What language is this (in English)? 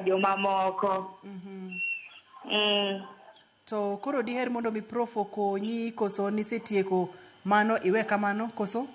Luo (Kenya and Tanzania)